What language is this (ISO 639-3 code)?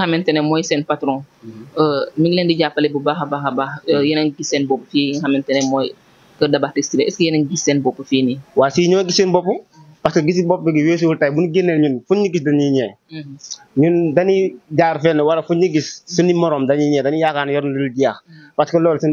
wol